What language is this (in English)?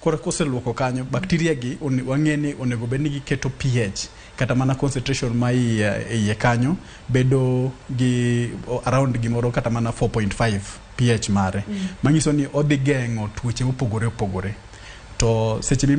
Luo (Kenya and Tanzania)